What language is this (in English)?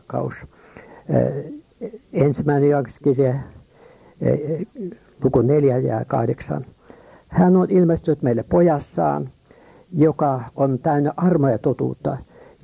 Finnish